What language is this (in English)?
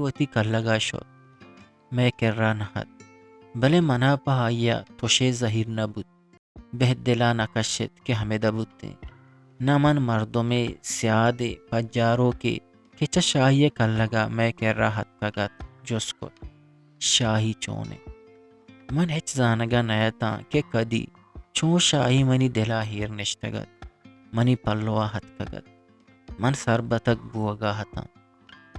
Eastern Balochi